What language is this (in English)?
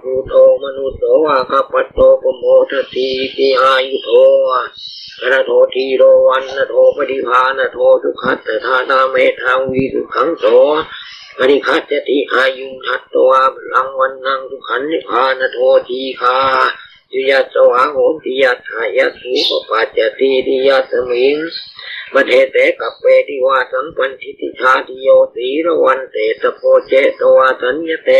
Pali